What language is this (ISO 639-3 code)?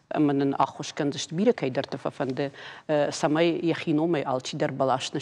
oss